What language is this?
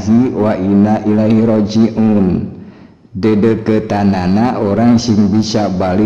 Sundanese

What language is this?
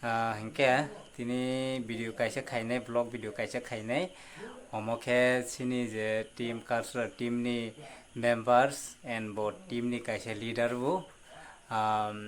Kok Borok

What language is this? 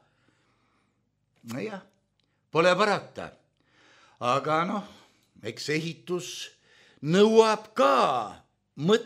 Estonian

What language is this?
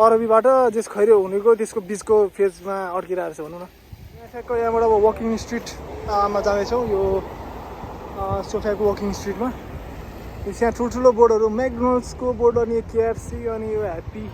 Nepali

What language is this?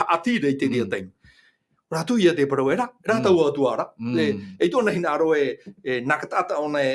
Tahitian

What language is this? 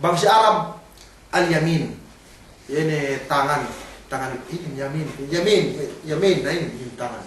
Yakan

